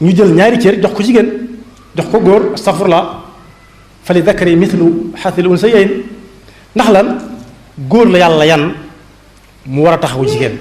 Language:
Wolof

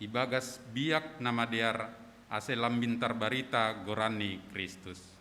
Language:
Batak Simalungun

